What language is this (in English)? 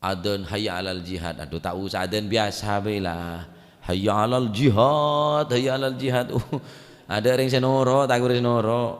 Madurese